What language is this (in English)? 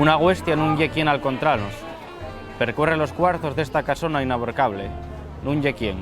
Asturian